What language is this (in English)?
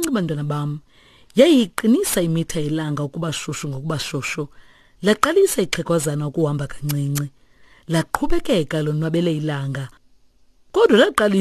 Xhosa